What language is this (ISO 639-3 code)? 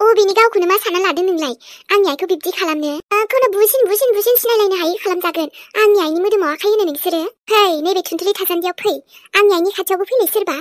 brx